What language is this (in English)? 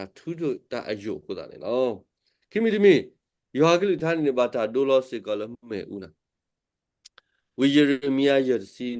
S'gaw Karen